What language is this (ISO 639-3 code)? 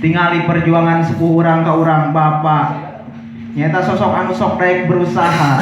sun